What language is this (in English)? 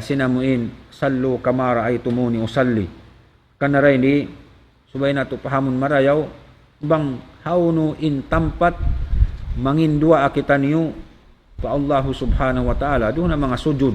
Tausug